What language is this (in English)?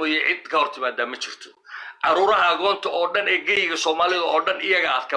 Somali